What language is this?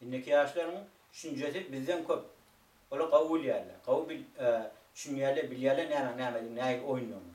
Turkmen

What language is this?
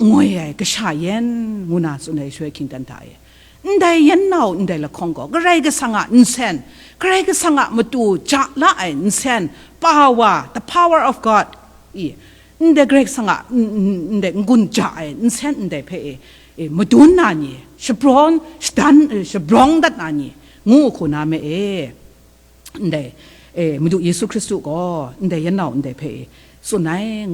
Kachin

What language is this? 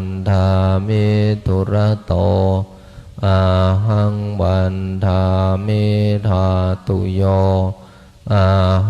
Pali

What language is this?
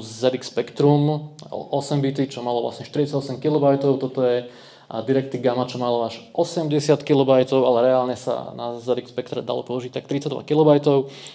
Slovak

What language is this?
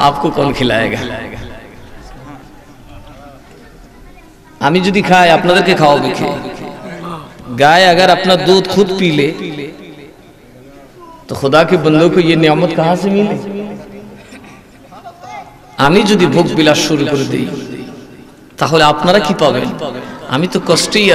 Bangla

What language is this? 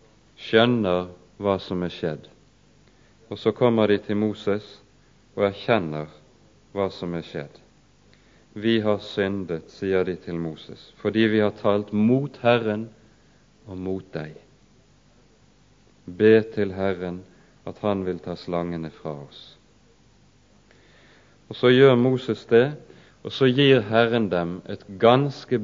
Norwegian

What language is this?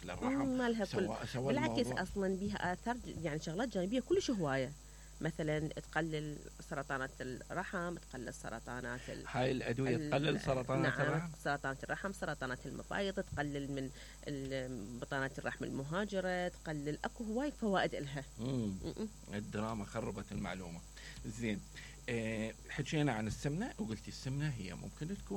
Mesopotamian Arabic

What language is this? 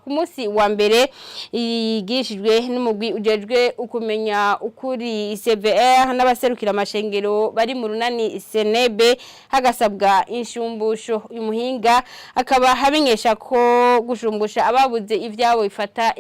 Rundi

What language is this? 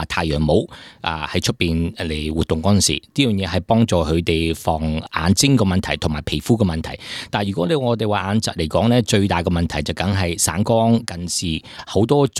Cantonese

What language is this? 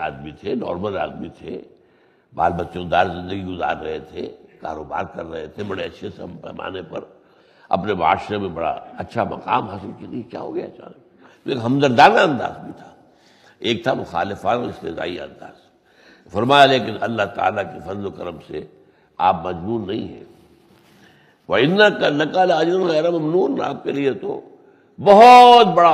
Urdu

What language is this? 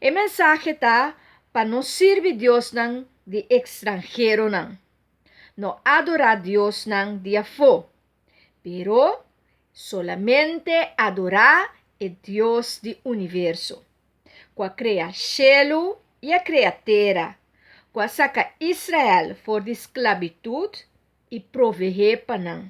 Papiamento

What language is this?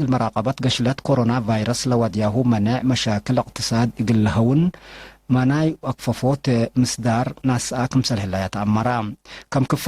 Tigre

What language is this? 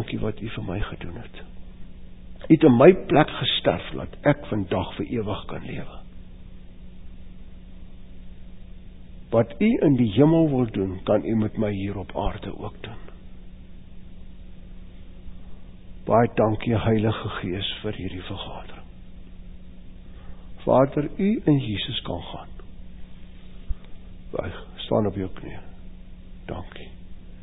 Afrikaans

